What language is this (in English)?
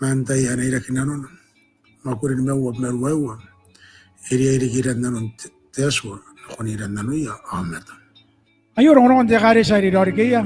Gilbertese